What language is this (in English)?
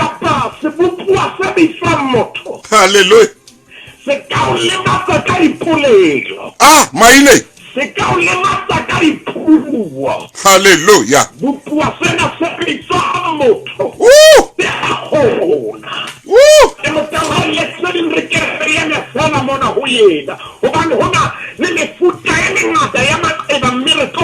Southern Sotho